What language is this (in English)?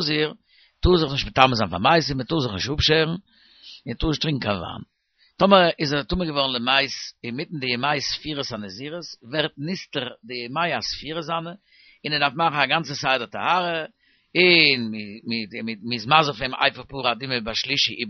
Yiddish